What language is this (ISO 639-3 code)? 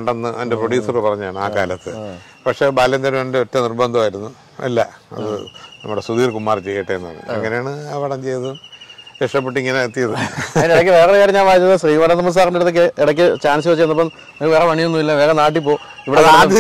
mal